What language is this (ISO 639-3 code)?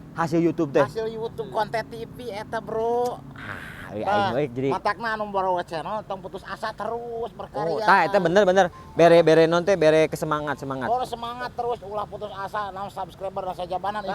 sun